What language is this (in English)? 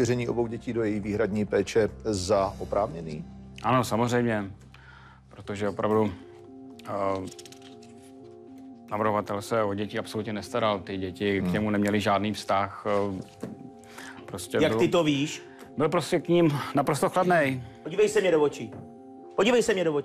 Czech